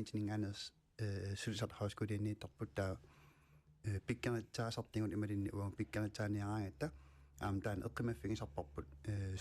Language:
Kalaallisut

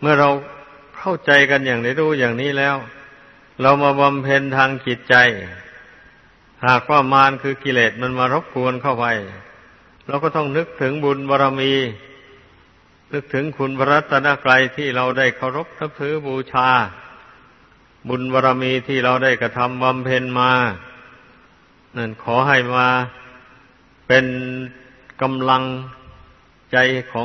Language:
Thai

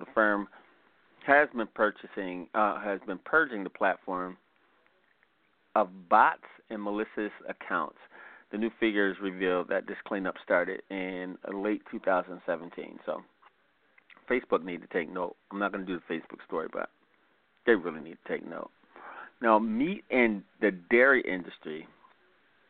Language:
English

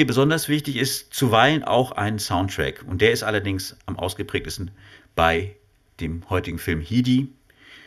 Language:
German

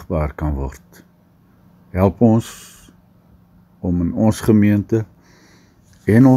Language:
Afrikaans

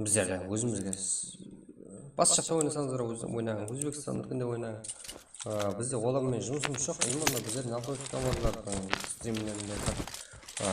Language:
Kara-Kalpak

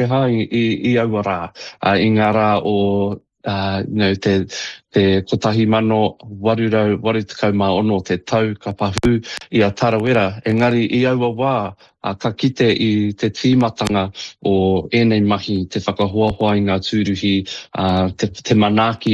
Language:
Māori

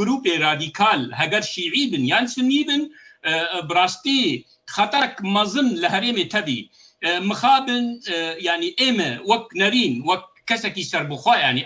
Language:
Kurdish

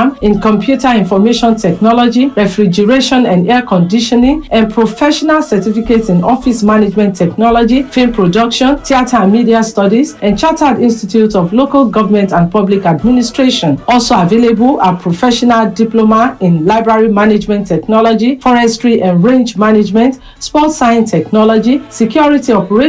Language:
English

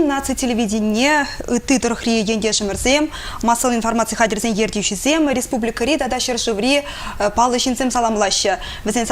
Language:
Chuvash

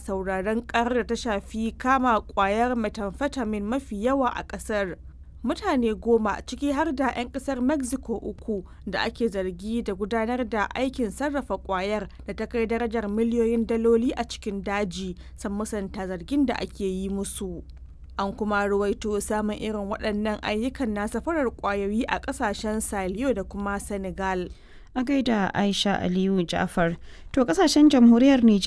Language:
Hausa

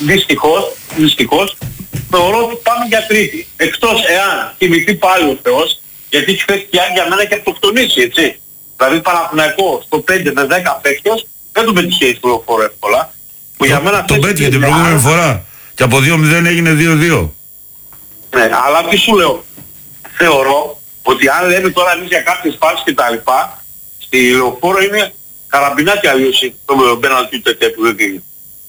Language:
Greek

